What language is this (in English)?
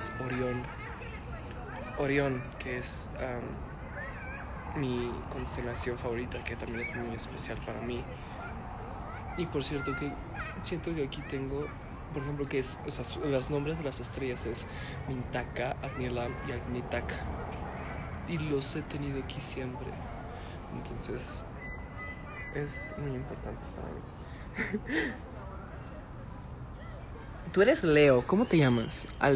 Spanish